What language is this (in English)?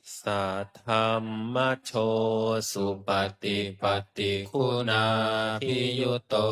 Pali